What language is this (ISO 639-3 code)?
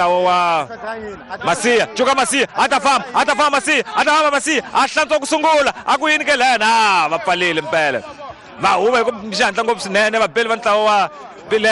tso